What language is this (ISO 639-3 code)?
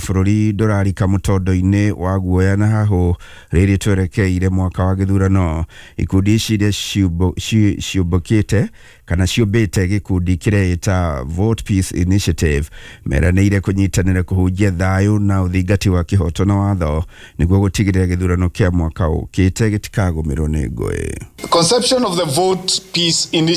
kik